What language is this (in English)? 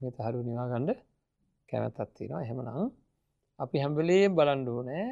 Sinhala